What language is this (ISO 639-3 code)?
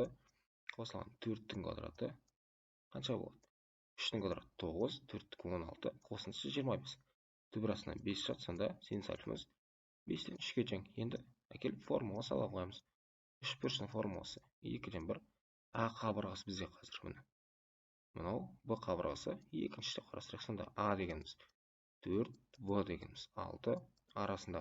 kaz